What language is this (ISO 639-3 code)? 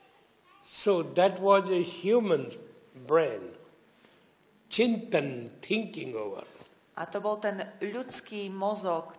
slk